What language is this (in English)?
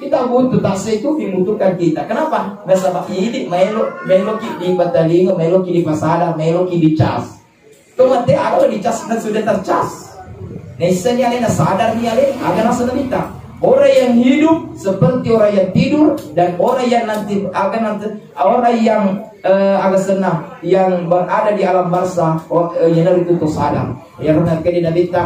Buginese